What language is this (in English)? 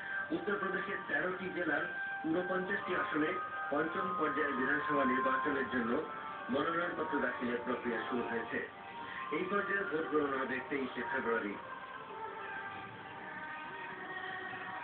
Bangla